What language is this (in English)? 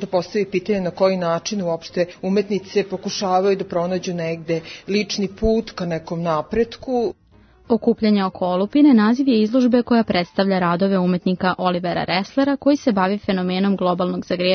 Serbian